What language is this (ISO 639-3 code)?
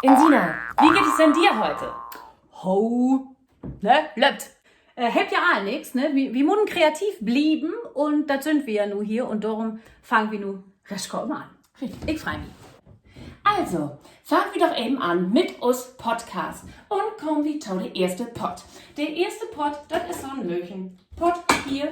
nds